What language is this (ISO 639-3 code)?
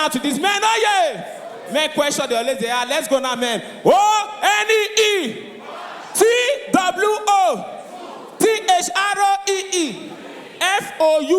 pcm